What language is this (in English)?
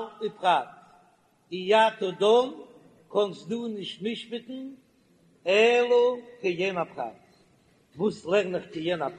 Yiddish